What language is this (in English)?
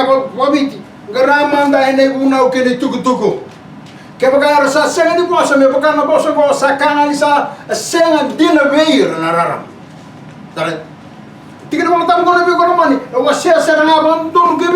Fijian